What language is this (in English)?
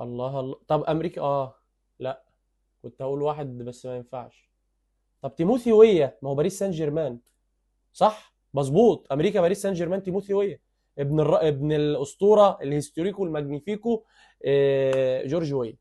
Egyptian Arabic